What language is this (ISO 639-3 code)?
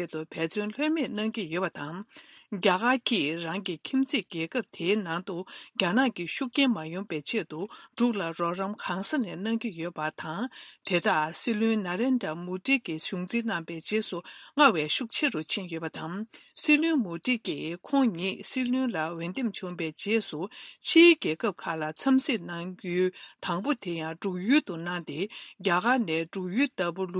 bod